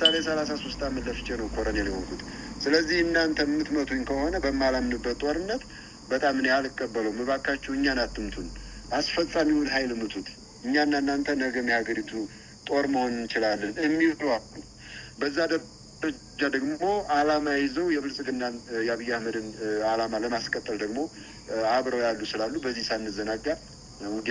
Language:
Amharic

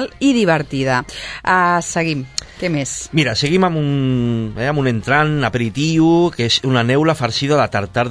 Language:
Catalan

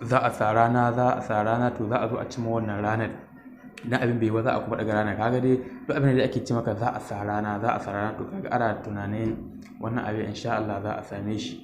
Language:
Hausa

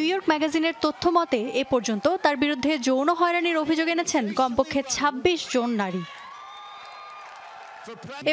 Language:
Bangla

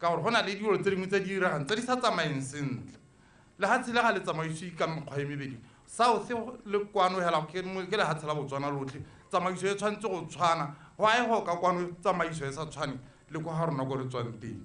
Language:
Tswana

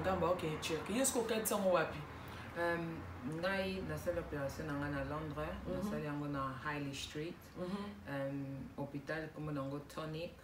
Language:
Lingala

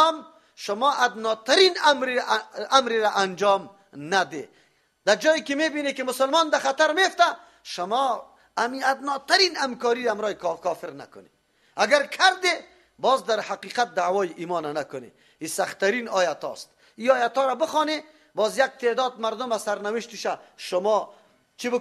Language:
Persian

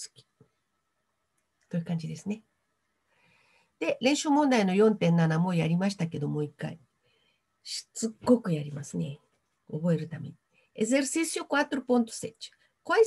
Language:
Japanese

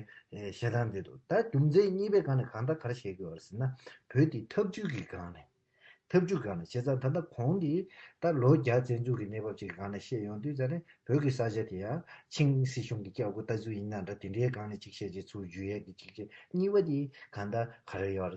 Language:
Tibetan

